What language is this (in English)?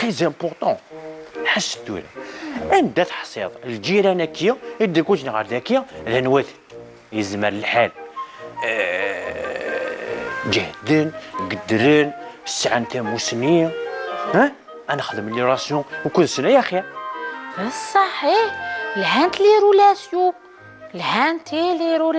Kabyle